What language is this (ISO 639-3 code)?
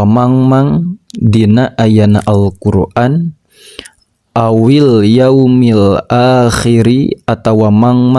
sun